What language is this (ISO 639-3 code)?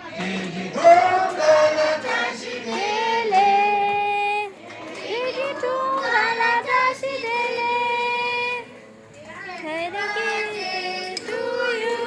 bod